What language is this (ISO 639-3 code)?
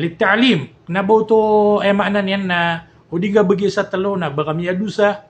mrw